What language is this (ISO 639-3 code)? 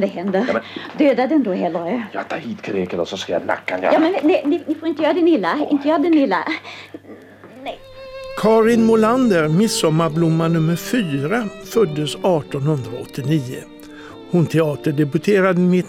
swe